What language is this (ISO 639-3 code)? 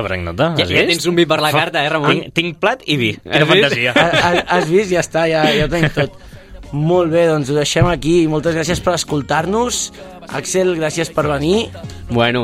cat